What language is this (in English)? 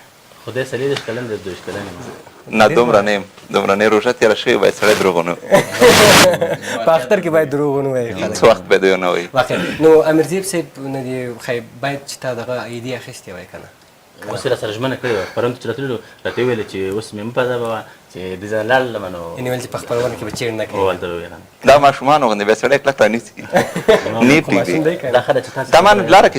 Pashto